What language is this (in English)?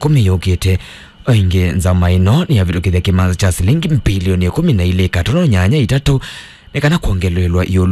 Kamba